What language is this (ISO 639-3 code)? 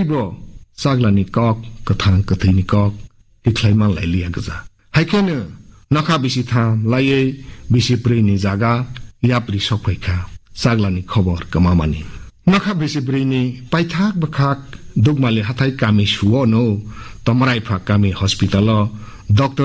trp